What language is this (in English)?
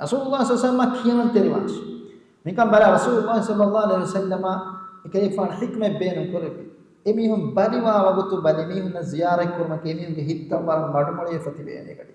Divehi